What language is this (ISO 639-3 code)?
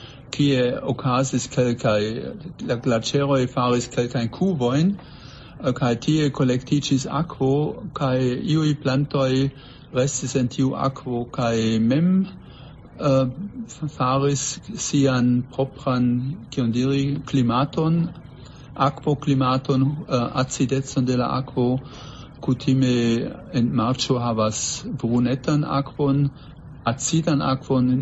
epo